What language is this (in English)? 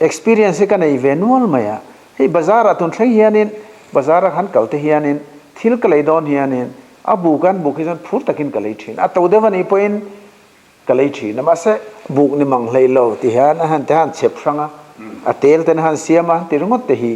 Mizo